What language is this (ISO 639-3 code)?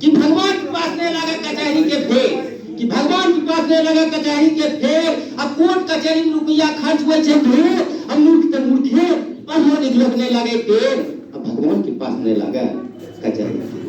anp